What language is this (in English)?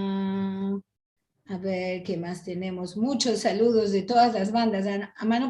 Ladino